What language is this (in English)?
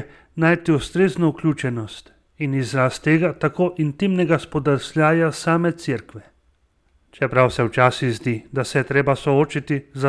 Slovenian